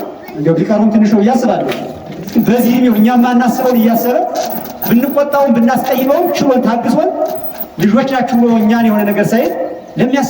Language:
Amharic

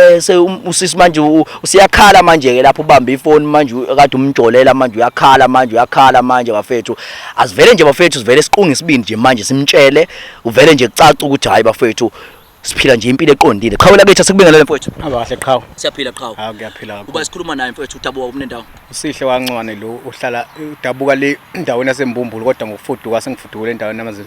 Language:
Zulu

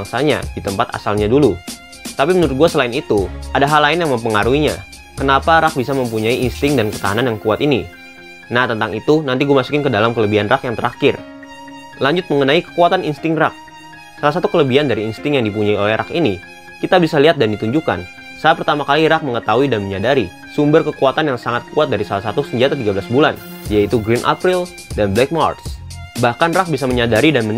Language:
Indonesian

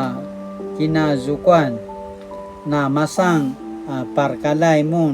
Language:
Paiwan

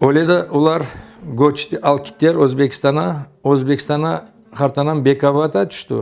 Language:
Crimean Tatar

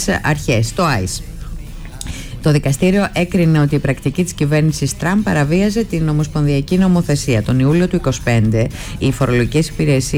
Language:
Greek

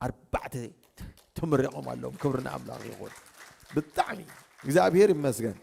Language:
Tigrinya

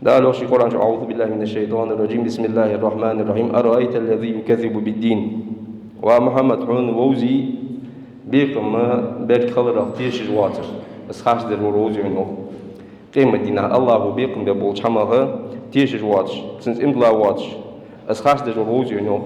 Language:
Ingush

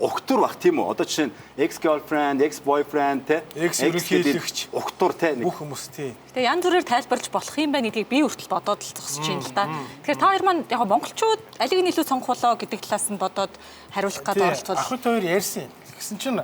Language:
Mongolian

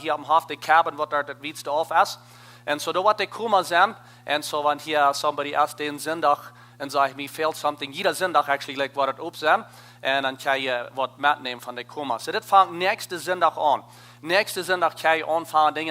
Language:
Plautdietsch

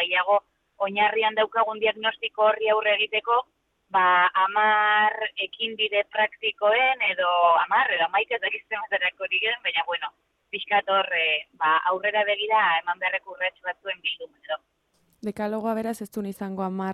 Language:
Basque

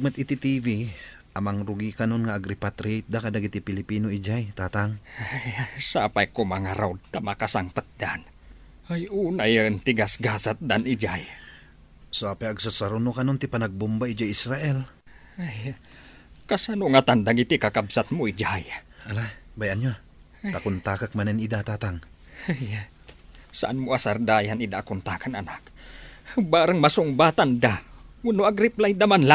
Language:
Iloko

